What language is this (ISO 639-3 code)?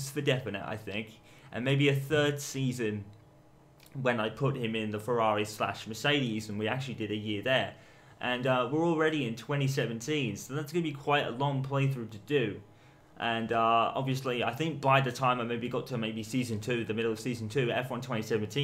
eng